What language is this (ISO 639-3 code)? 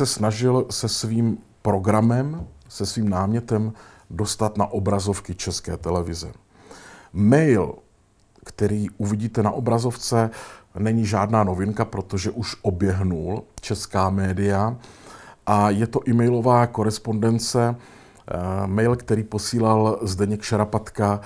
ces